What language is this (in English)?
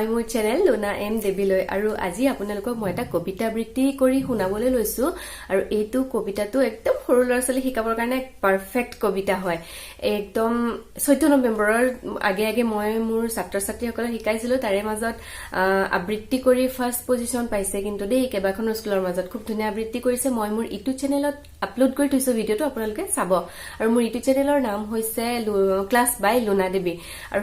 Assamese